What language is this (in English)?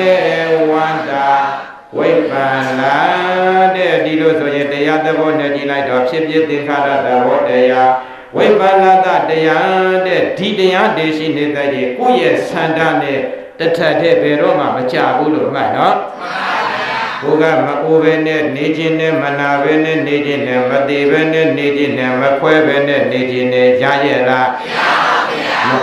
Burmese